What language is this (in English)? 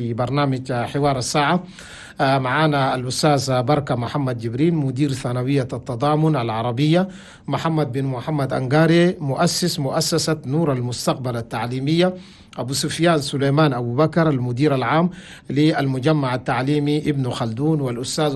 Chadian Arabic